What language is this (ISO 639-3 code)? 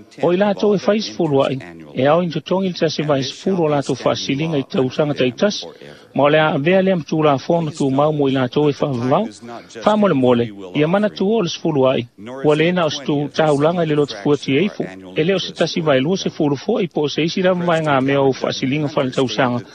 smo